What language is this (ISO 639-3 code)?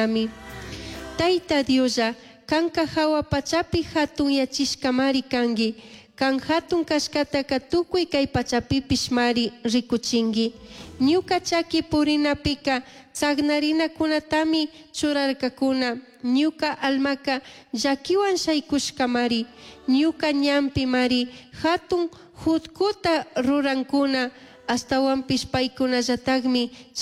qug